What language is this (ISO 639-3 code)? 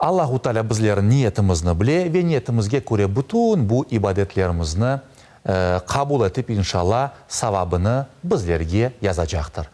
crh